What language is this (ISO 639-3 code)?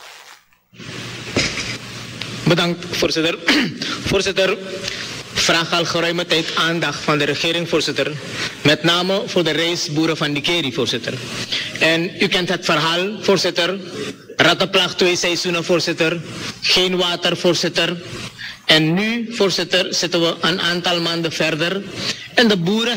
nld